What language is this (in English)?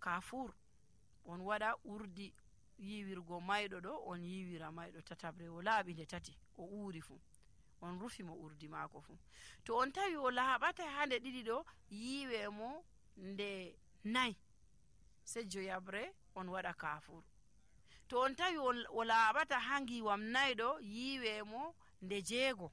Nigerian Fulfulde